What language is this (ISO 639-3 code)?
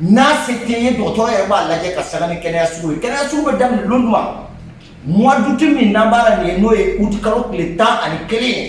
bam